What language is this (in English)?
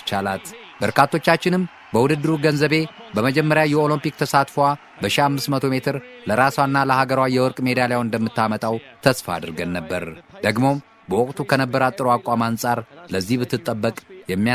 Amharic